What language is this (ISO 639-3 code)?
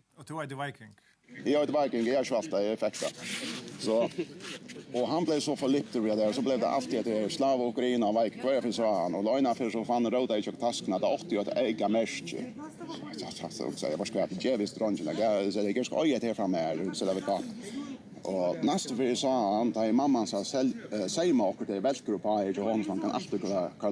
fao